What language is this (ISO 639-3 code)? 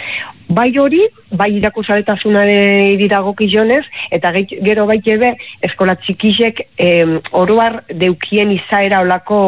eus